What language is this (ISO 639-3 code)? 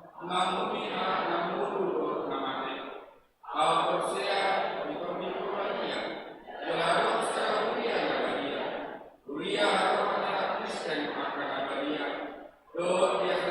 bbc